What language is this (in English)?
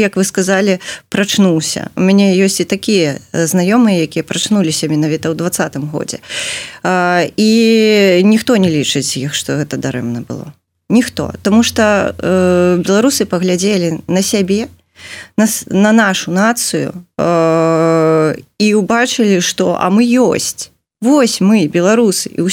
Belarusian